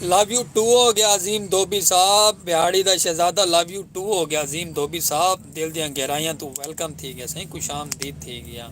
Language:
Saraiki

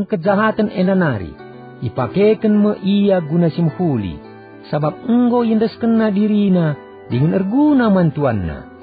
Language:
Batak Karo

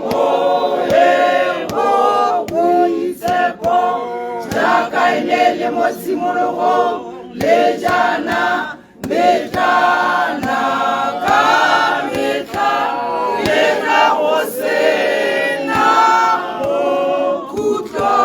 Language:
Tswana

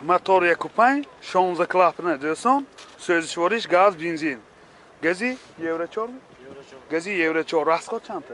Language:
Tajik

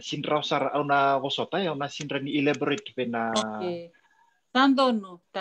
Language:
Fijian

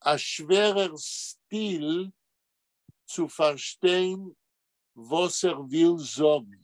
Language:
Yiddish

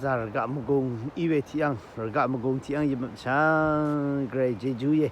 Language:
Rawang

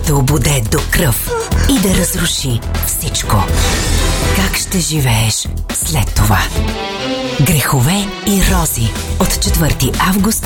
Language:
Bulgarian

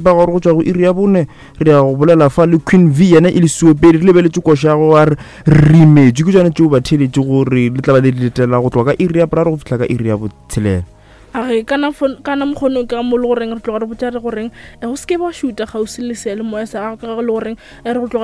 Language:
Northern Sotho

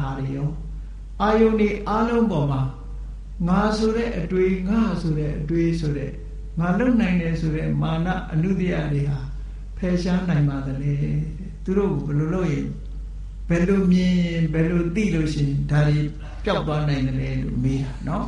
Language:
Burmese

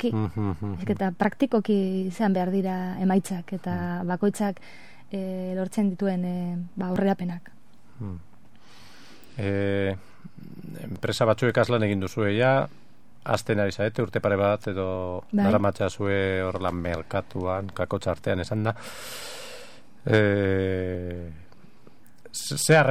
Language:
Basque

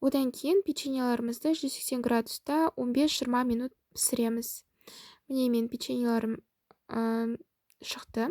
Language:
Kazakh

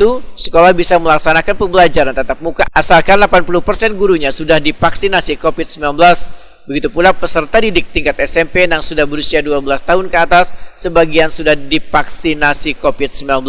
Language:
Banjar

